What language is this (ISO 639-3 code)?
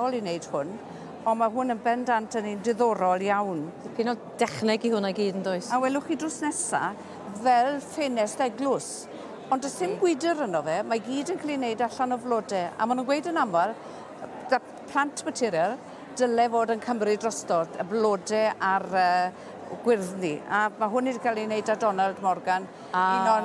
cym